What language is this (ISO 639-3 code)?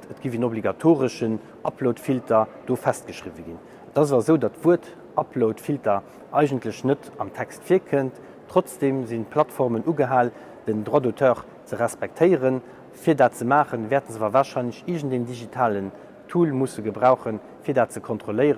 ltz